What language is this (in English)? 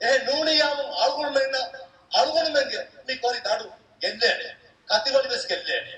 Divehi